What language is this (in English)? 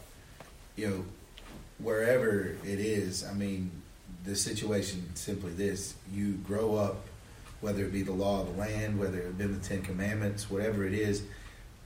English